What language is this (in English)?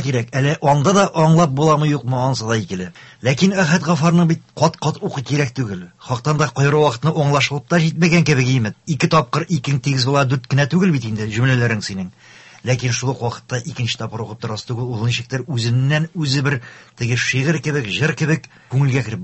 Tatar